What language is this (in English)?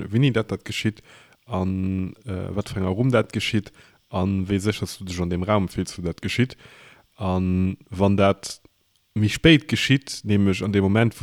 Luxembourgish